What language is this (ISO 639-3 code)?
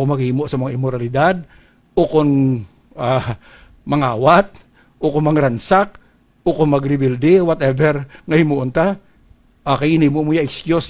hil